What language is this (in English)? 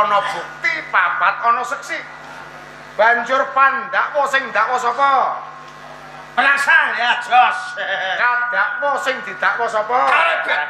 Javanese